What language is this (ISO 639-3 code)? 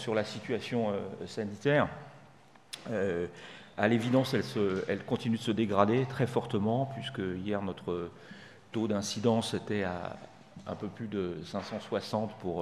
fra